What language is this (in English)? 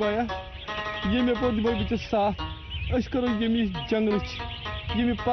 Kashmiri